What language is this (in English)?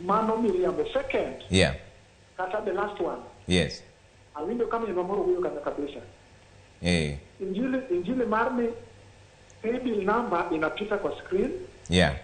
Luo (Kenya and Tanzania)